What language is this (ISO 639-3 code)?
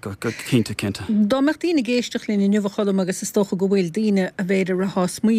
gle